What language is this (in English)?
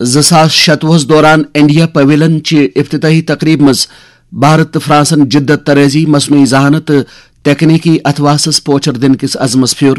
Kashmiri